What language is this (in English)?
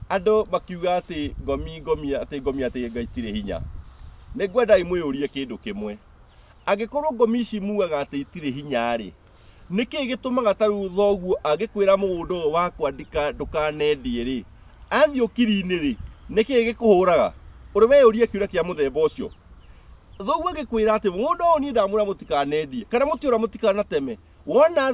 Kikuyu